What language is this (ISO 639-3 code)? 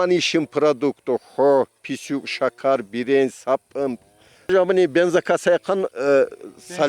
tkr